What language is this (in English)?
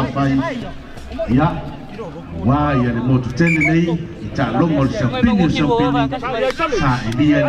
Samoan